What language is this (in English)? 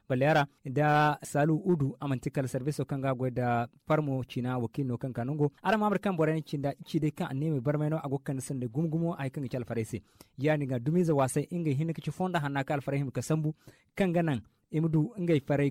Zarma